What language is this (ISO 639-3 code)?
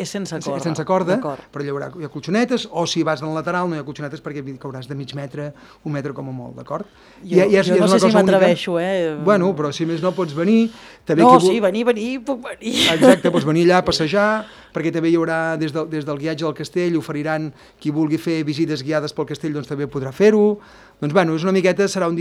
cat